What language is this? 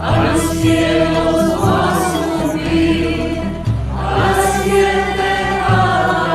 Ladino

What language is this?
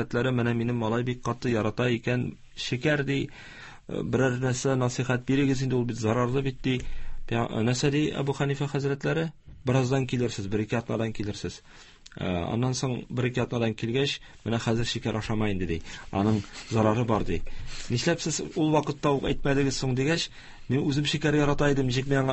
Tatar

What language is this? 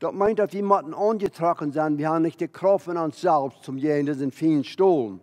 Plautdietsch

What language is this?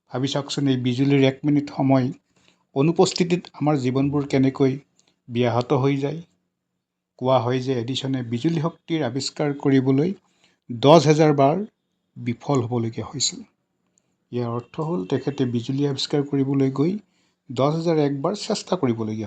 Assamese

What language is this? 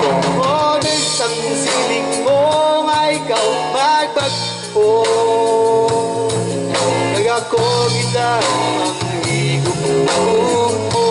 Hiligaynon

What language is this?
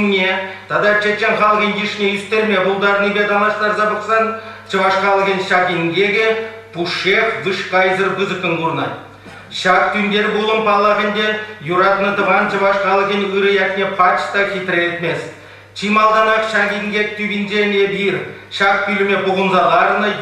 Chuvash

